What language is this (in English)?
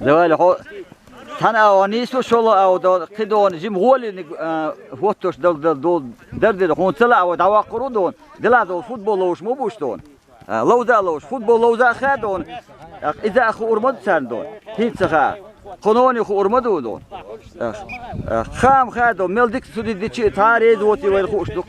Chechen